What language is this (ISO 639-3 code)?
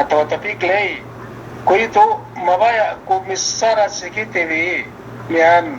yka